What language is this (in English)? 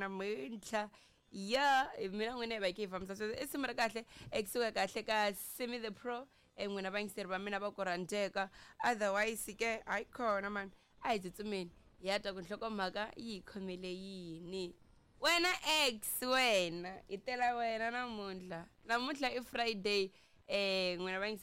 Tsonga